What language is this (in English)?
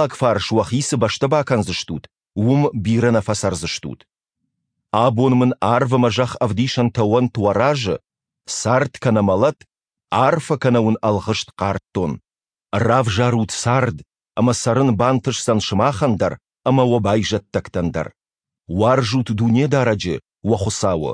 Ossetic